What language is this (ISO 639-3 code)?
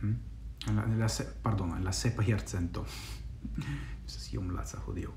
epo